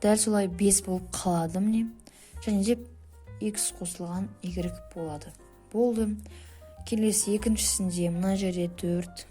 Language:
Kazakh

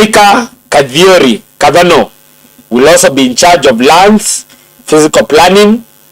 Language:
Meru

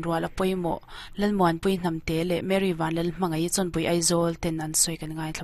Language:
Mizo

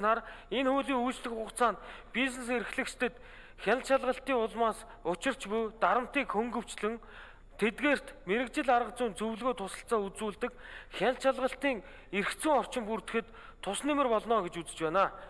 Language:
Mongolian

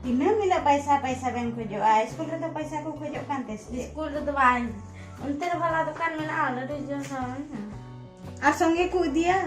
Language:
Santali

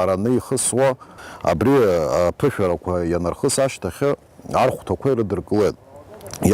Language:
Abkhazian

